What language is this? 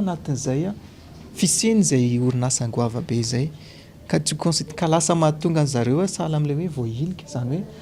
Malagasy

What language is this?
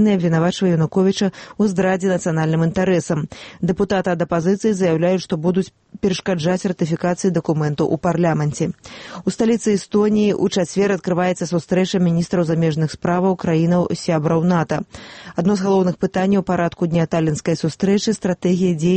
Belarusian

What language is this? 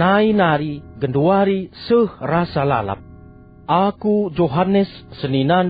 Batak Karo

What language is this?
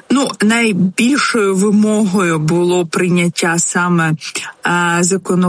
Ukrainian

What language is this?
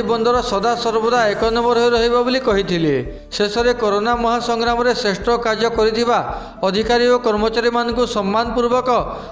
Odia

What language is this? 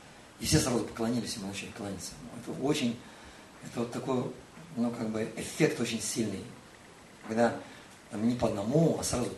Russian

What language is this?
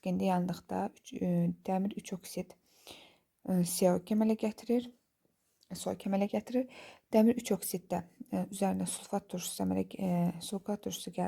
Azerbaijani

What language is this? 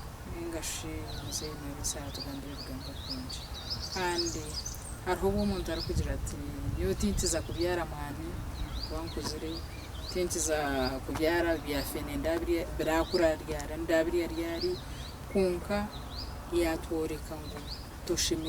Nyankole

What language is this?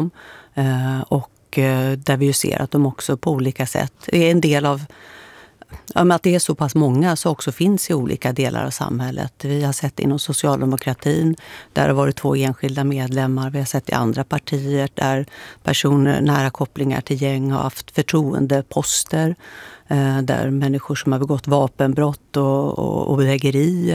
Swedish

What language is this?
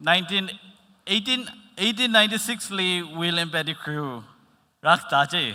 Tangkhul Naga (India)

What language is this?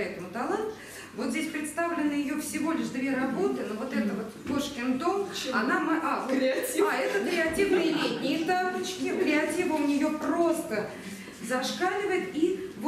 Russian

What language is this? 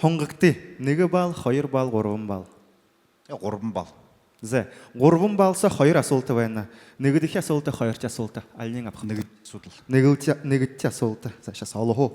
Buriat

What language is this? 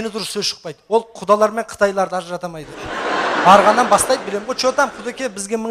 Kazakh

